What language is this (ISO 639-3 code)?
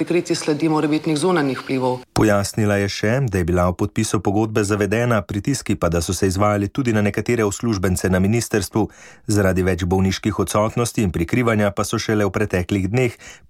slv